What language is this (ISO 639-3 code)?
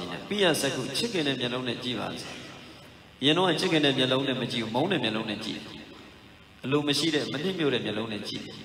mya